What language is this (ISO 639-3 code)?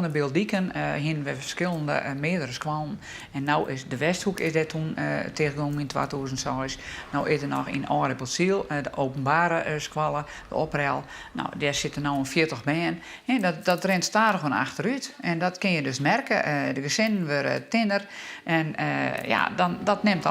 fry